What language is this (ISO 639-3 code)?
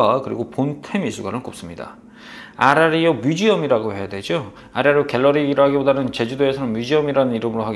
kor